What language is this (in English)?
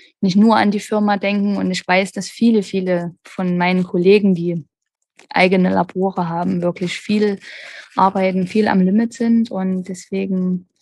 German